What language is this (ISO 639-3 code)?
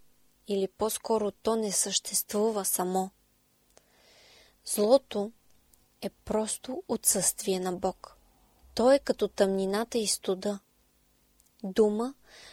bul